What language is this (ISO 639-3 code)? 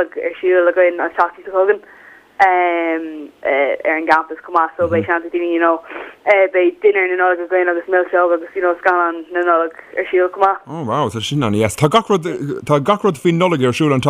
gle